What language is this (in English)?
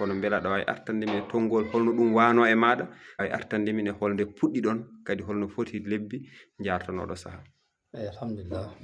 Fula